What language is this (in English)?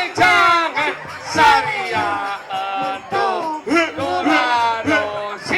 Balinese